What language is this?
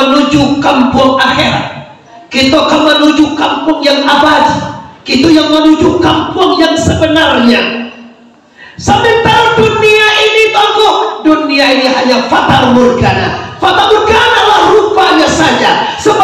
Minangkabau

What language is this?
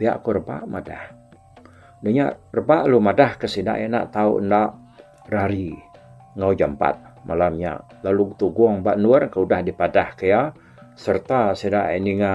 Iban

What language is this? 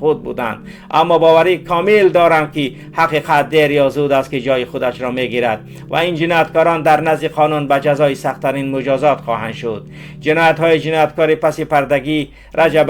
Tajik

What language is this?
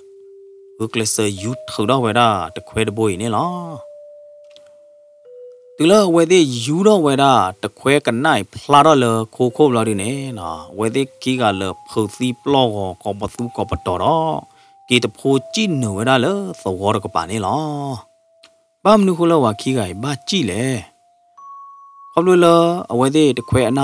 S'gaw Karen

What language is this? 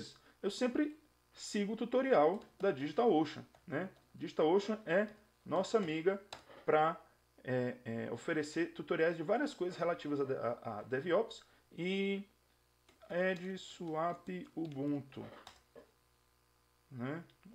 Portuguese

